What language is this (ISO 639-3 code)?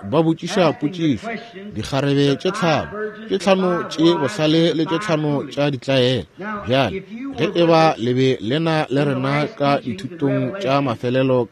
nso